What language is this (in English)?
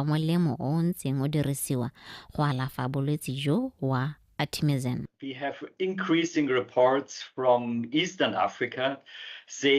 Tswana